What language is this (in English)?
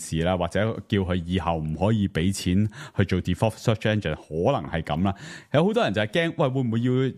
Cantonese